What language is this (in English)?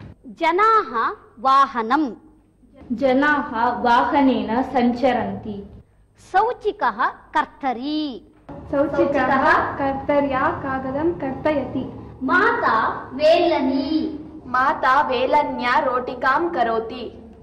Sanskrit